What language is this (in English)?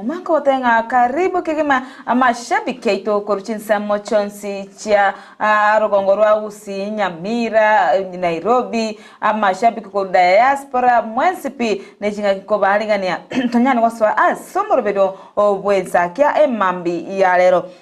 Gusii